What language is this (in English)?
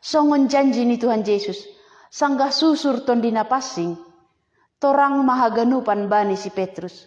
Batak Simalungun